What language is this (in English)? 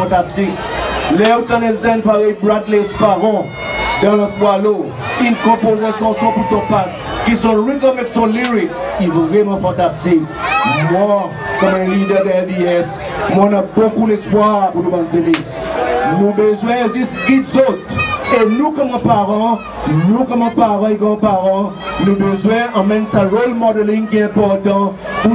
Seselwa Creole French